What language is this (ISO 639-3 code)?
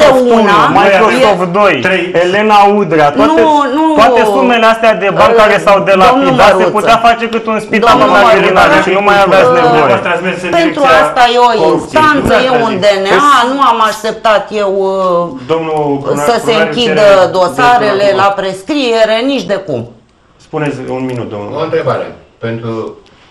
ron